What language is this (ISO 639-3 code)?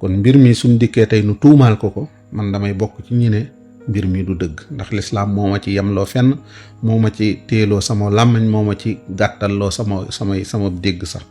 wol